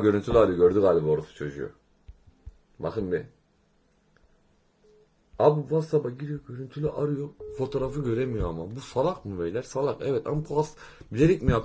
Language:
Turkish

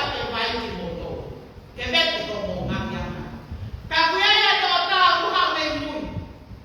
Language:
Tongan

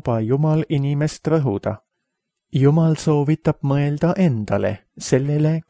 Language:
Estonian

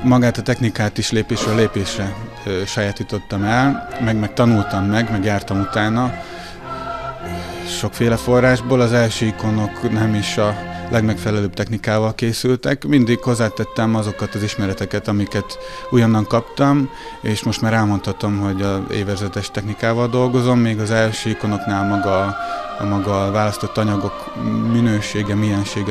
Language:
Hungarian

